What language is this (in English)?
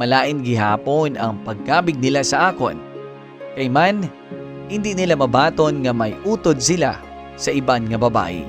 Hiligaynon